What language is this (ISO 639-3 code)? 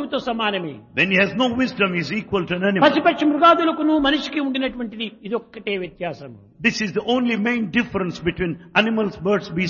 tel